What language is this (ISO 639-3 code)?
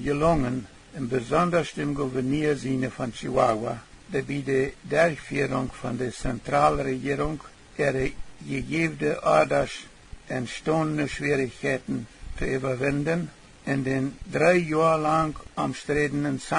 pdt